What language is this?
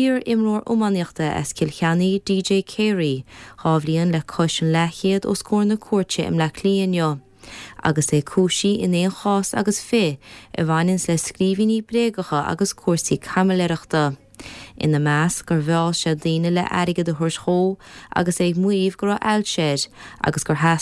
Irish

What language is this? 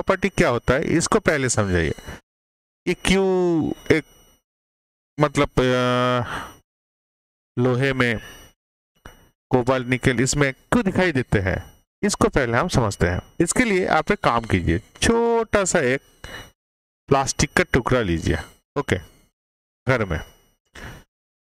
Hindi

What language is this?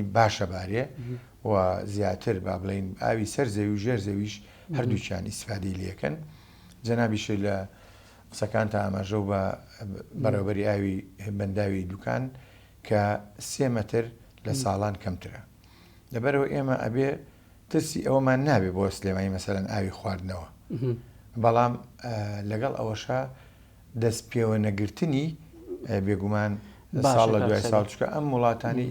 Central Kurdish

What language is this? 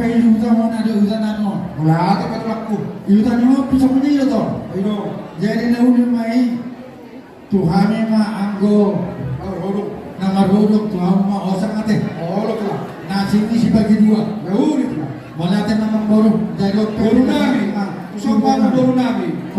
Batak Toba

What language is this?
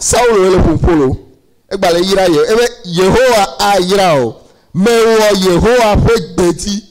Ewe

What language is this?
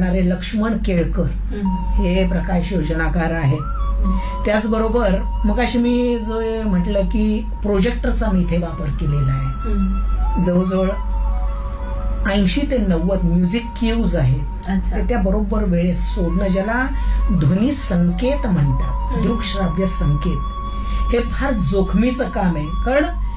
Marathi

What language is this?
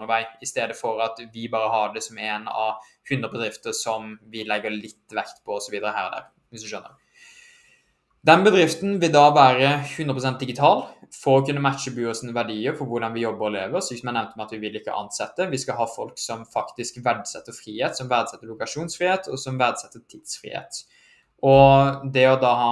Norwegian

